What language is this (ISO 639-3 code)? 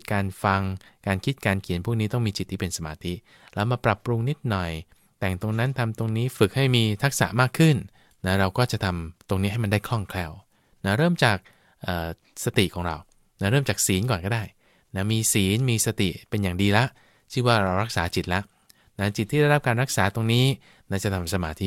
tha